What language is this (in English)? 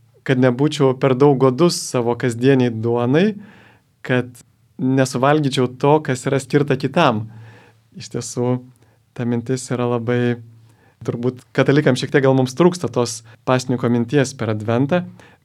Lithuanian